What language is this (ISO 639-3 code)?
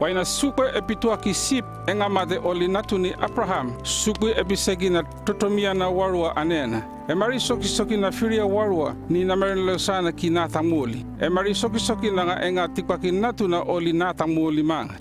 llp